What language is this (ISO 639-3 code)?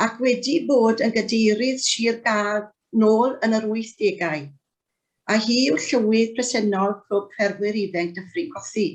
cym